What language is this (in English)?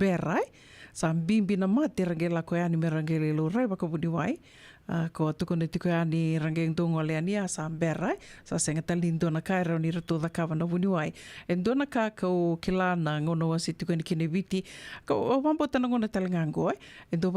Fijian